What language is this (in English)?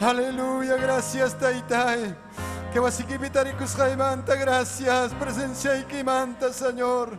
Ayacucho Quechua